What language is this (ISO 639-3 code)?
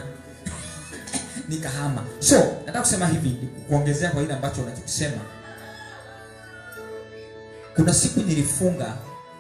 swa